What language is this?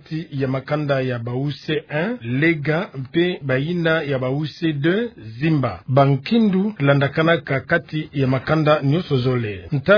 Kituba (Democratic Republic of Congo)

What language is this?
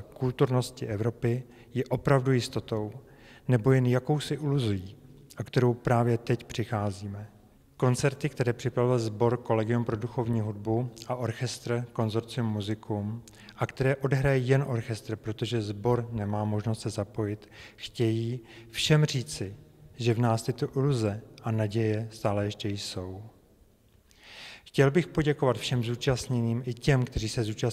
Czech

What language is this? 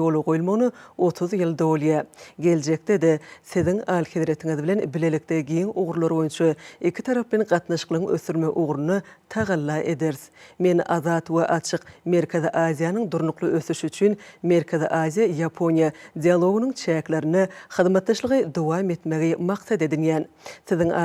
Turkmen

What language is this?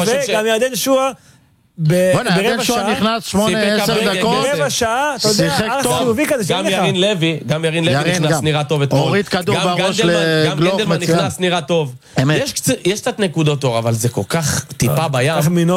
Hebrew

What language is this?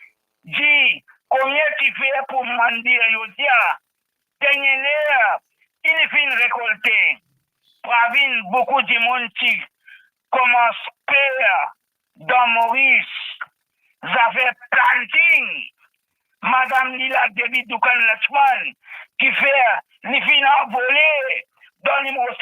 Morisyen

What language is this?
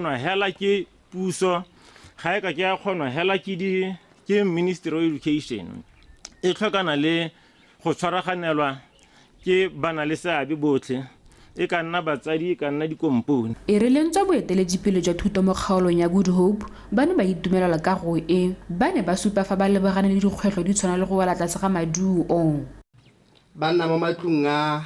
Tswana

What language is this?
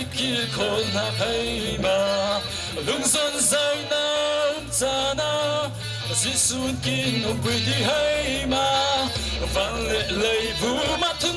Falam Chin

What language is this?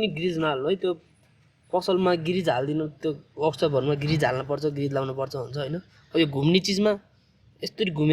Nepali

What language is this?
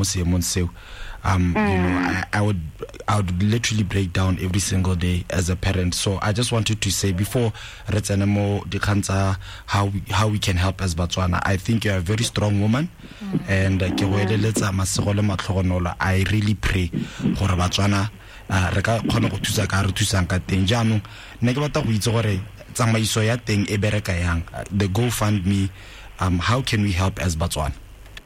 Tswana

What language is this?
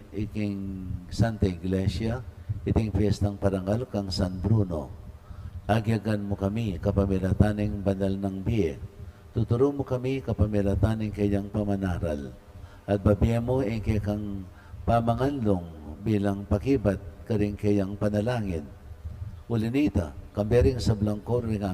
Pampanga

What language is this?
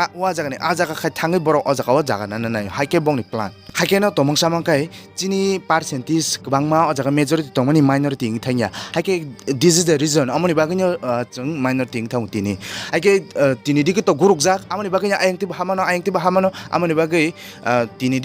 Kok Borok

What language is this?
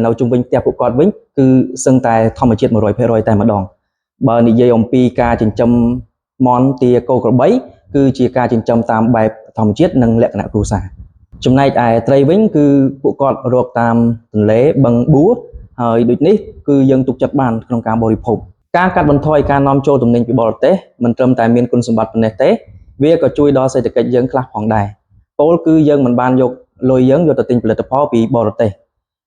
Khmer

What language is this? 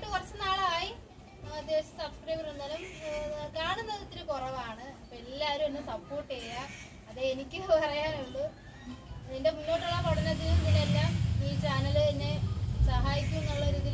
Malayalam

